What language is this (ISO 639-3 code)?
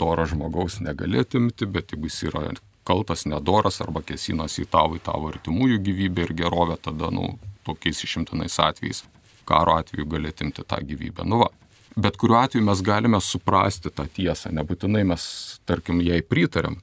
lit